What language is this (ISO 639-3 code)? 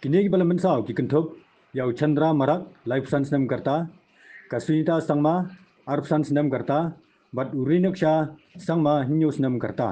kha